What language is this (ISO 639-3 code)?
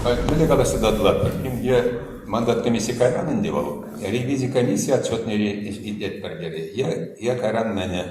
chv